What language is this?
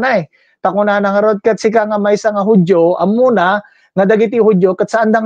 Iloko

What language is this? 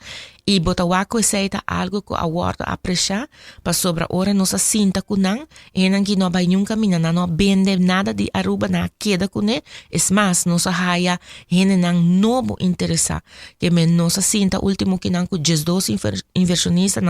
Papiamento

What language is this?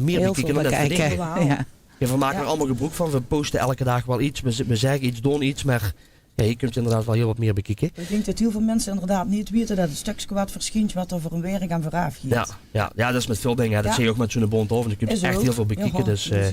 Limburgish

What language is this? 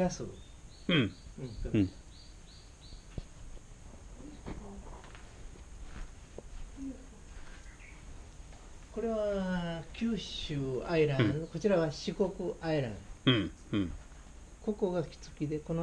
Japanese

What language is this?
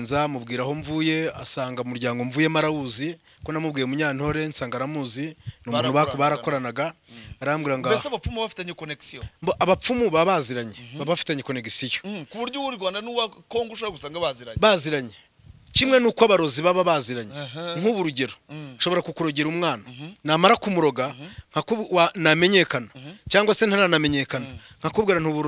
Kinyarwanda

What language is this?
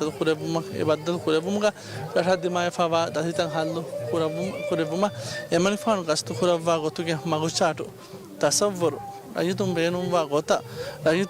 Divehi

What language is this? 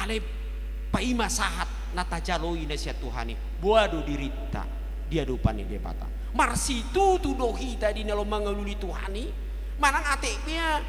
Batak Toba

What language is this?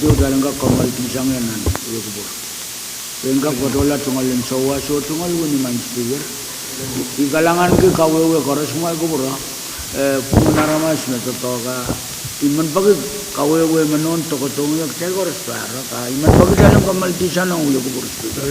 Pohnpeian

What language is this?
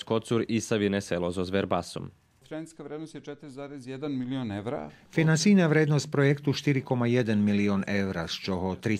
Rusyn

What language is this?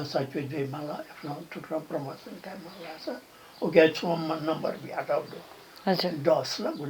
Newari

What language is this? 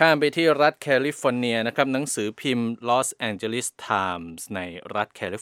Thai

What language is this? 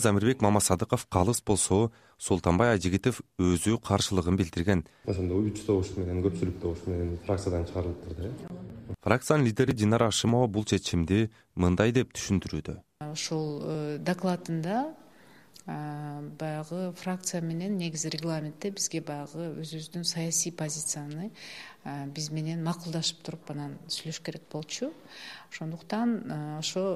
Kyrgyz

